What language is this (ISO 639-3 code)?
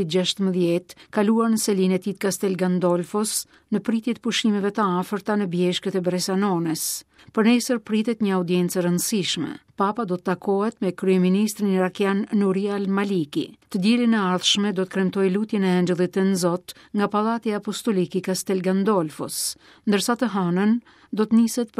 sqi